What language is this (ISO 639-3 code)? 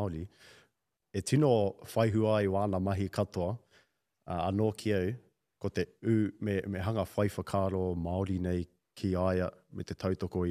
mri